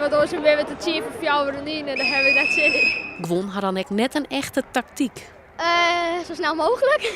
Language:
Western Frisian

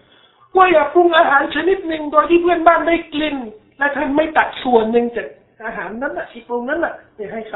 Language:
Thai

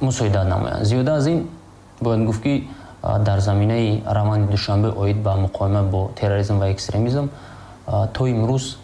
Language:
Tajik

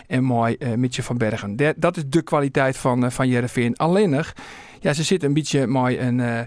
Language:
Western Frisian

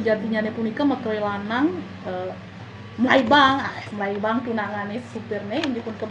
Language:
Balinese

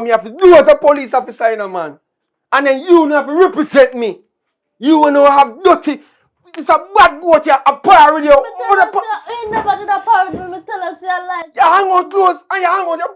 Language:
Jamaican Creole English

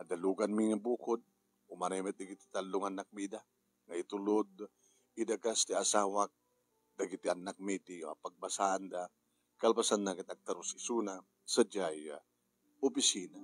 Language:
Iloko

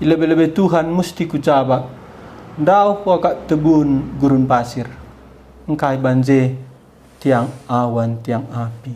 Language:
Batak Karo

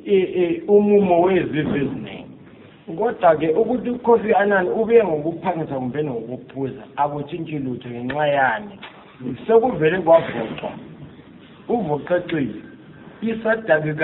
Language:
North Ndebele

